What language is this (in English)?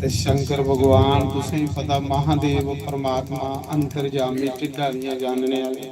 Dogri